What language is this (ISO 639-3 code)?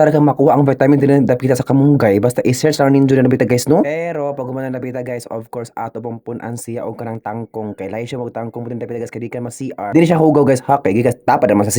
ceb